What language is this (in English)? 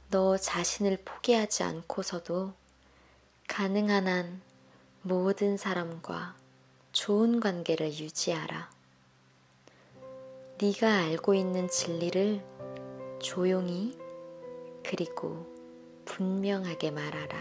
Korean